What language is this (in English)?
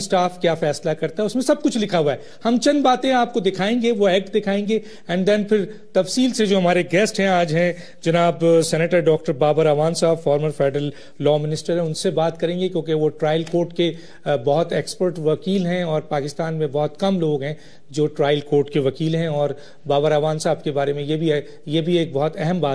Urdu